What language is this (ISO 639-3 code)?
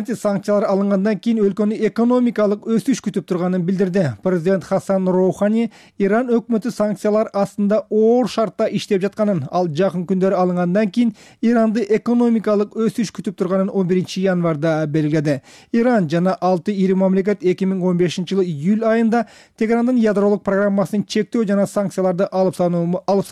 kir